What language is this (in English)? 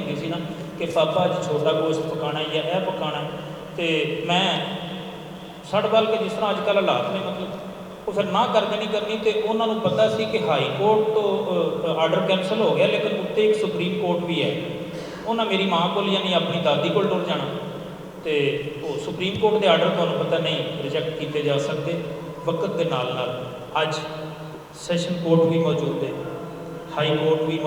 Western Panjabi